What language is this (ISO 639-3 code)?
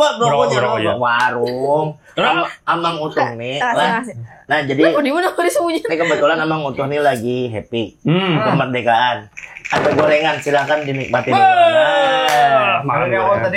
bjn